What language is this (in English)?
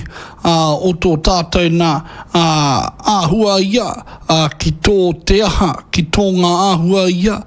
Māori